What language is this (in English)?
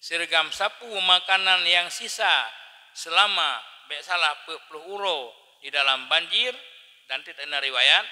Achinese